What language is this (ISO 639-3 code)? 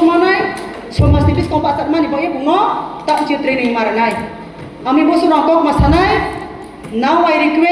trp